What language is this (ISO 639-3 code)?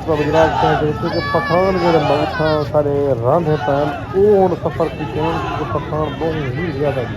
skr